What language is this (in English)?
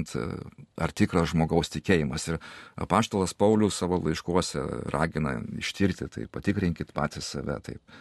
Lithuanian